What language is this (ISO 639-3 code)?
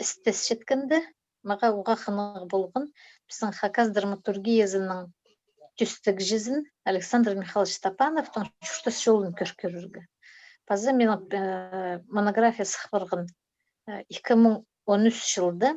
kjh